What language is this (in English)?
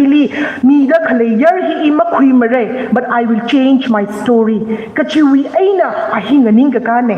Tangkhul Naga (India)